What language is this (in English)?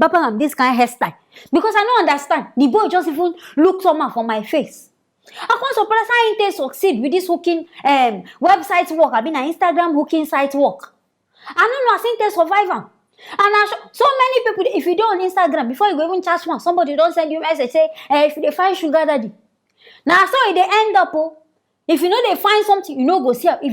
Nigerian Pidgin